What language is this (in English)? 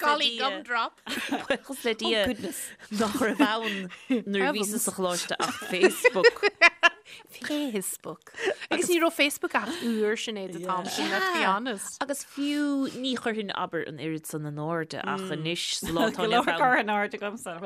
Irish